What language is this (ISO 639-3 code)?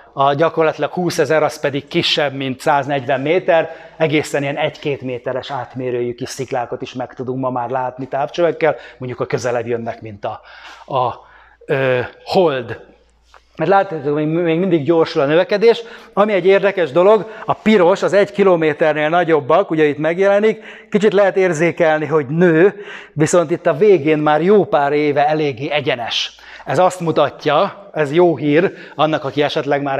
hun